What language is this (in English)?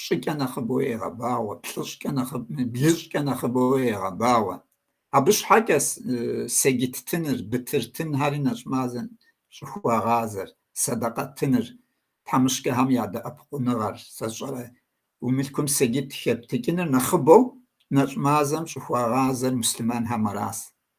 Kabardian